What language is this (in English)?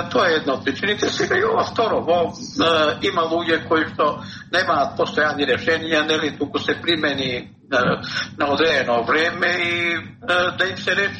Macedonian